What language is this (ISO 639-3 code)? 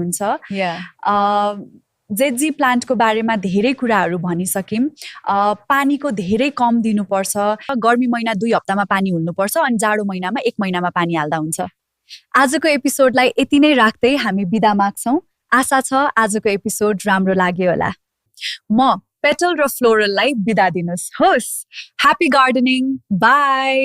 nep